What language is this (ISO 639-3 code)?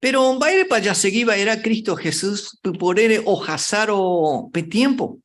grn